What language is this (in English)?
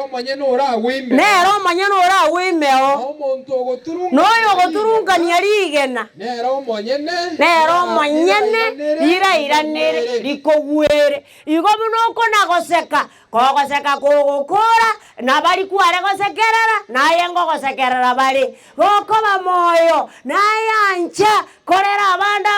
Gusii